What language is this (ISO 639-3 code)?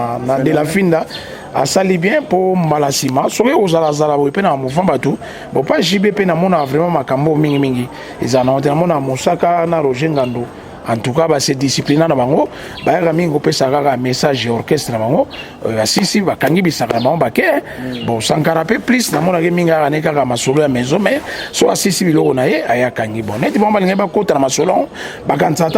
lin